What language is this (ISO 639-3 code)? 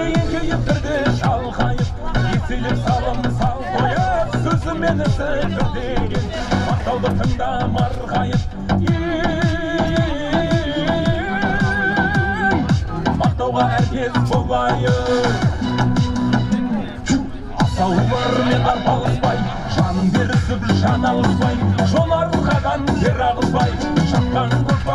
kaz